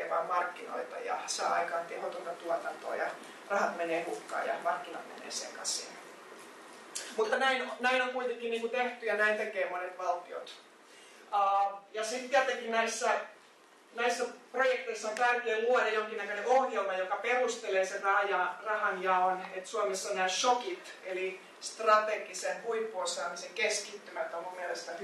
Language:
Finnish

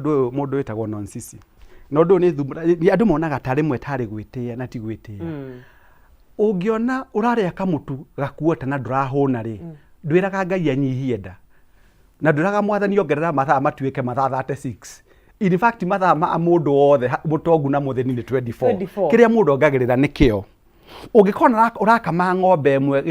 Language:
Kikuyu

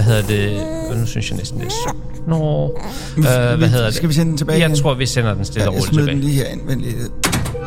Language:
Danish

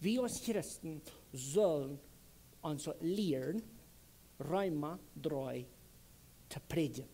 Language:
Plautdietsch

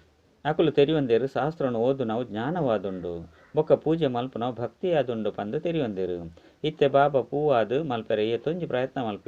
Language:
Tulu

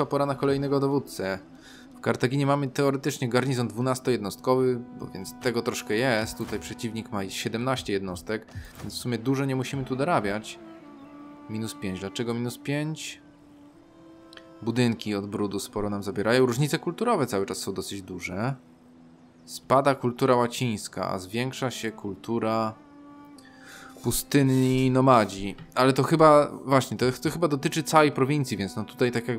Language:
Polish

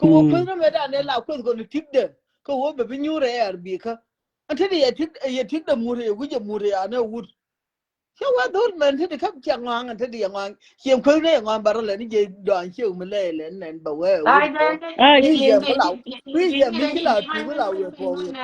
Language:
Nuer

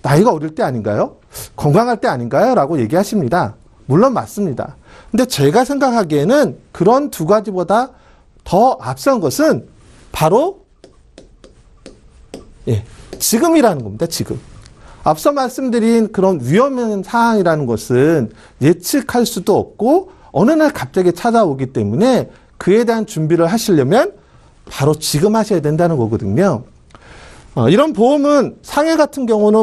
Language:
Korean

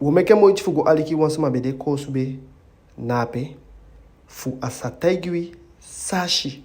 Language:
Eastern Maroon Creole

